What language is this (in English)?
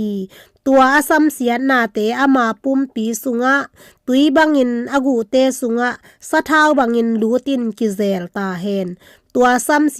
Tedim Chin